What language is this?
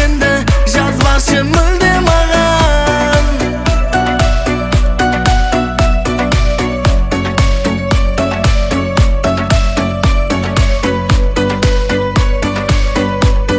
Kazakh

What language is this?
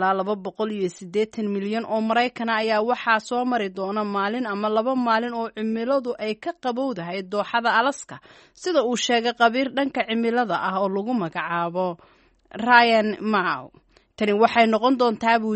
Somali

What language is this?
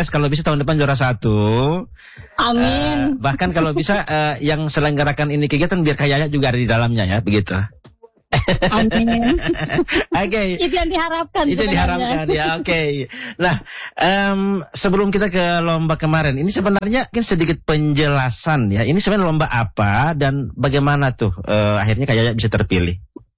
Indonesian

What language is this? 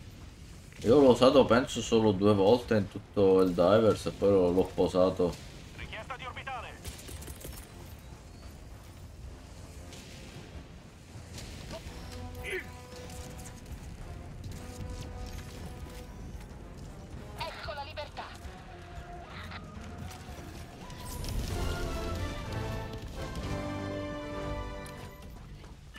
Italian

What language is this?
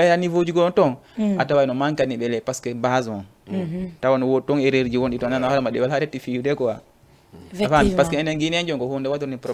Fula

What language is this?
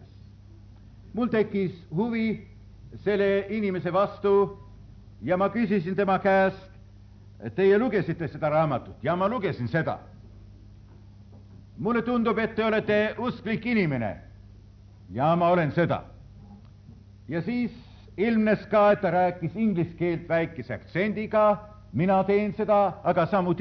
Estonian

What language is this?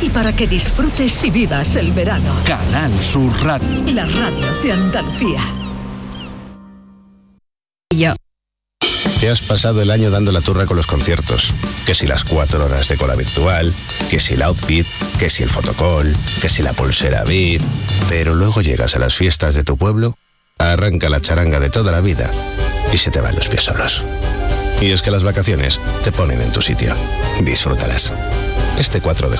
Spanish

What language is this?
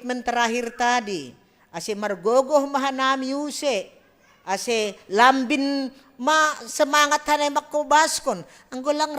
Batak Simalungun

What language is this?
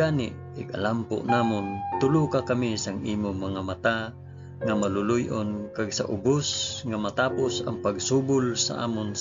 Hiligaynon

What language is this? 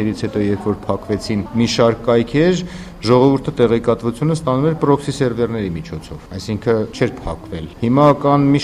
Armenian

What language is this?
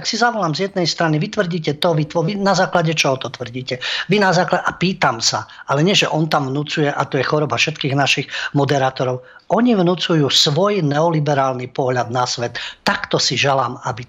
Slovak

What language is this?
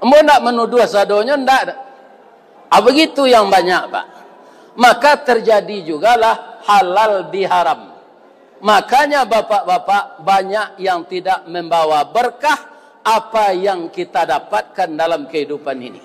Minangkabau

